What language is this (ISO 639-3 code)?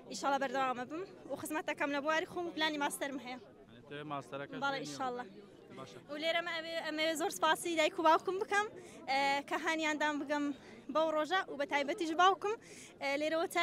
ckb